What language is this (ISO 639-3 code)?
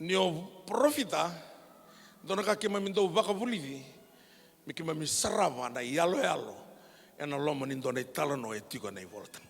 fij